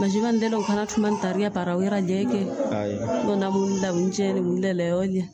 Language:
Makhuwa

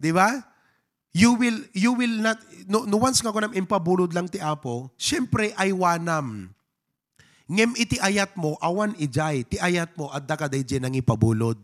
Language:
Iloko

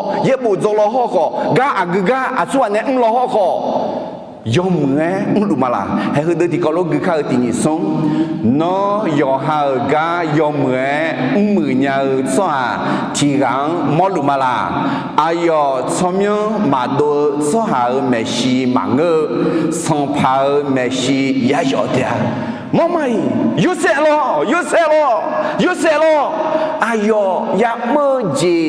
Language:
Akha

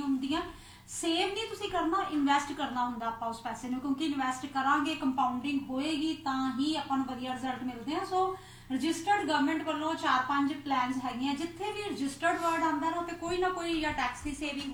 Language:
Punjabi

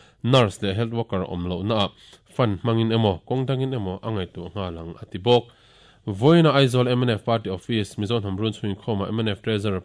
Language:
Mizo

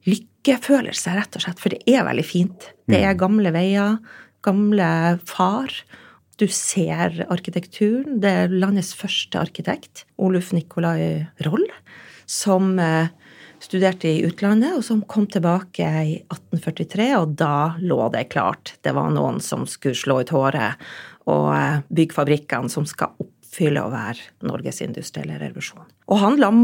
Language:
Norwegian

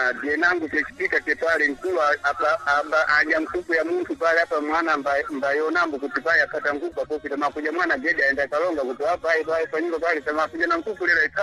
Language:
Sena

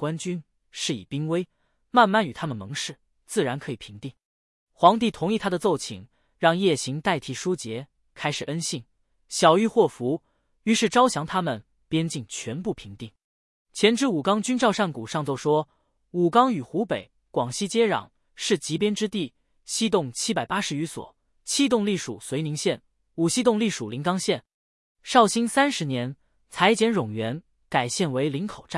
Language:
Chinese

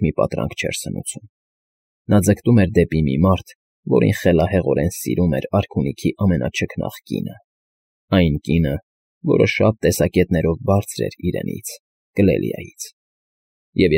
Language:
Armenian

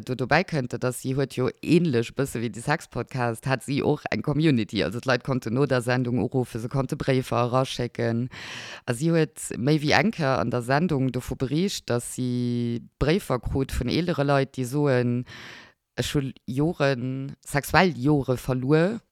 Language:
Luxembourgish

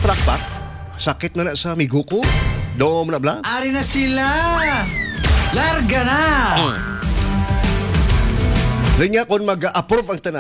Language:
Hiligaynon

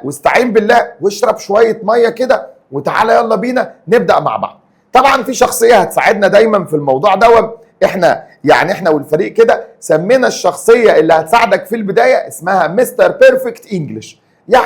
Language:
Egyptian Arabic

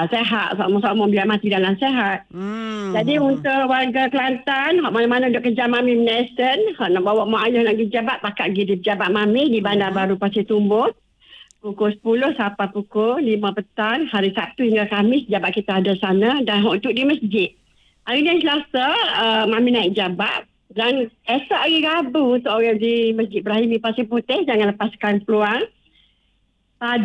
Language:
Malay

